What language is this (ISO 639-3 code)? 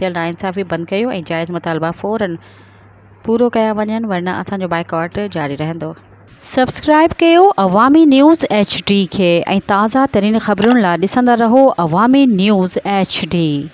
snd